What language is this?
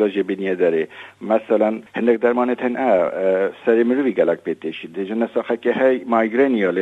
Kurdish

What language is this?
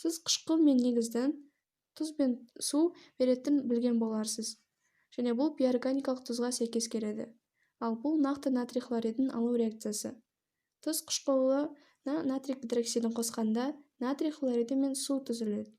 Kazakh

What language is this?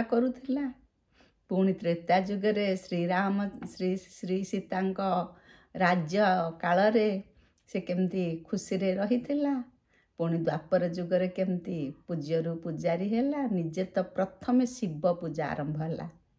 Odia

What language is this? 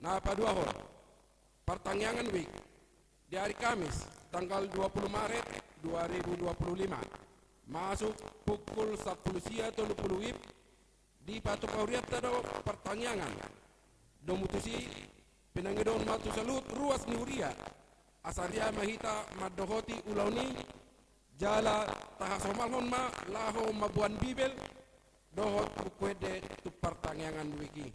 Batak Toba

